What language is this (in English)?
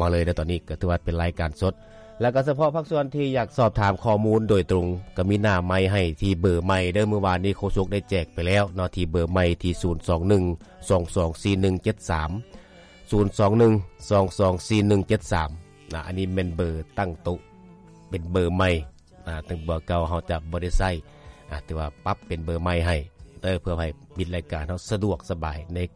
Lao